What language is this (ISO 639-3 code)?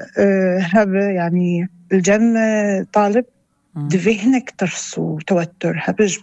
apc